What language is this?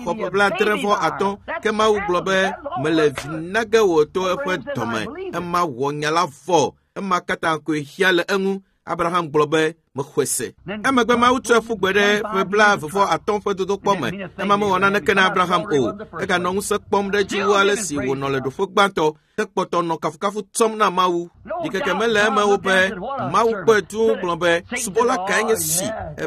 Ewe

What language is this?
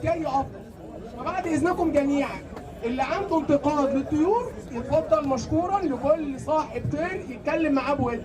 Egyptian Arabic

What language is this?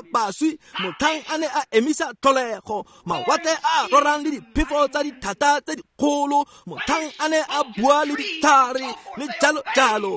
Tswana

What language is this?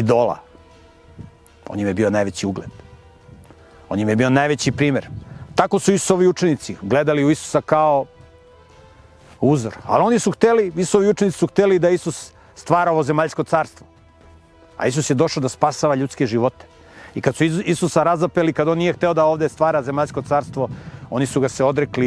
Serbian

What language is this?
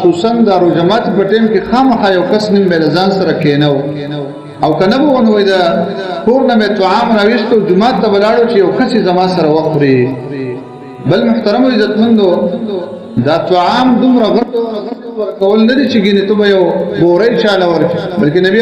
Pashto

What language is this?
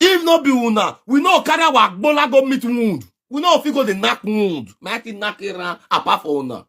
Nigerian Pidgin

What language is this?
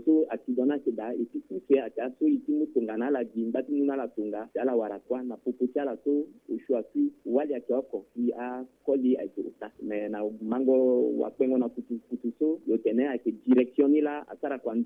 Sango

